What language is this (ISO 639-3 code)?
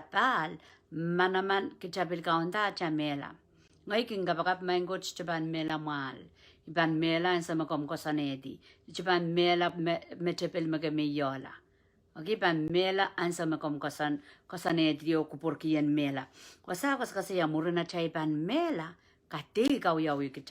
pon